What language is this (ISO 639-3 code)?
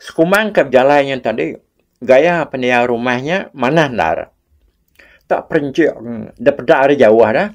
iba